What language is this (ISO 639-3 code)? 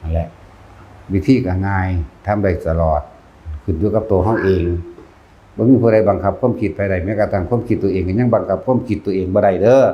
tts